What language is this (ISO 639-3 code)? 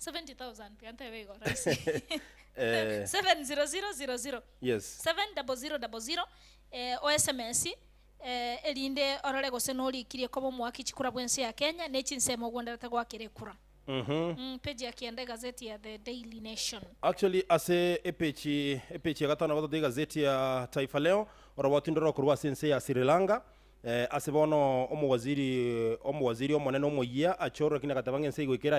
guz